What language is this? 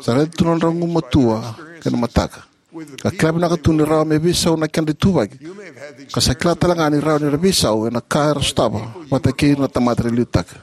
Fijian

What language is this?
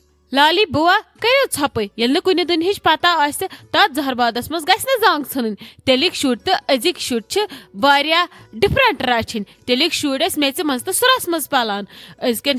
Kashmiri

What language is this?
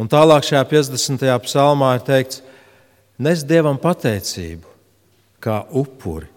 Latvian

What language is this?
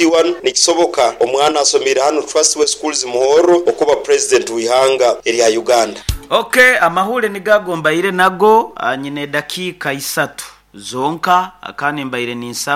Nyoro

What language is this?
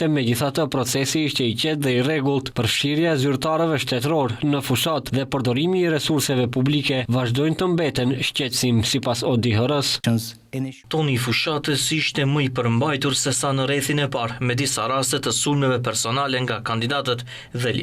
Albanian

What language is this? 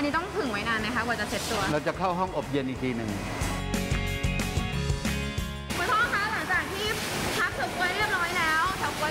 Thai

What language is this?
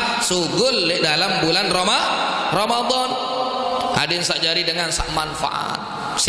Sasak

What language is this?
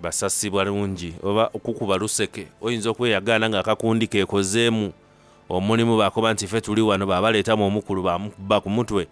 Soga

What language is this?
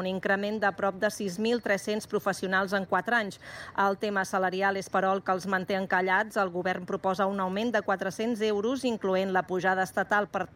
Catalan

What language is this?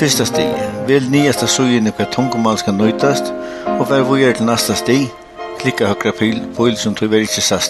Faroese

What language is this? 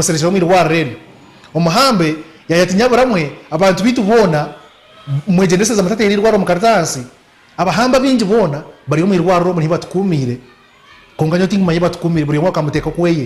Nyankole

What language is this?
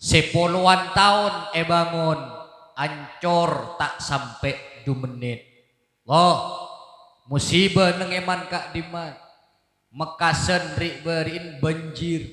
Madurese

